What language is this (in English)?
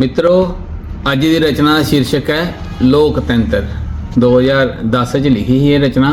Dogri